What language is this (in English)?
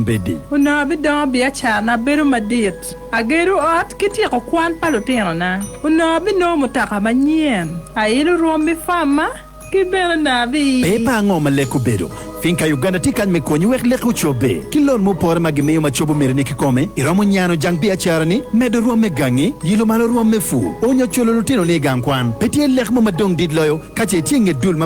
Acoli